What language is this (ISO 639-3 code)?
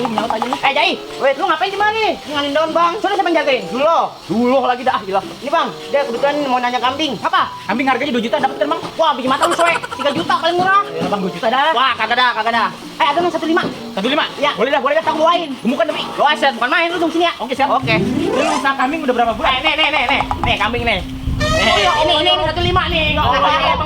bew